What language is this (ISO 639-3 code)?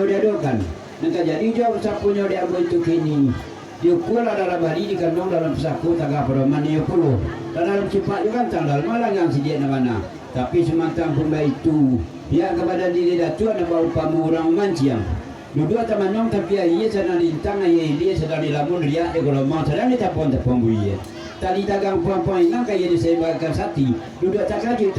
min